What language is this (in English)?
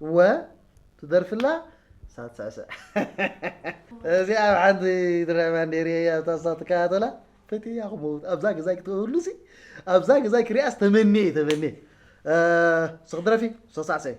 Tigrinya